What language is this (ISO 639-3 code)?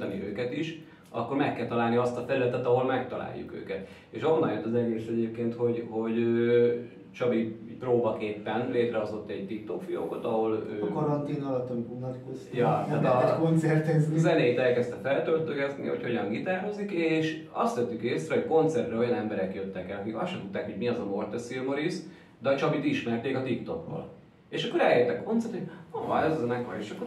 hun